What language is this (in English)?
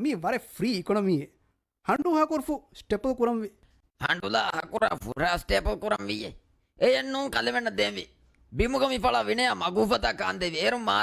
Divehi